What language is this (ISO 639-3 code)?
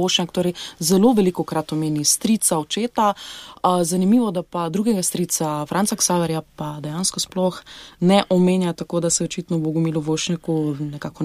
slv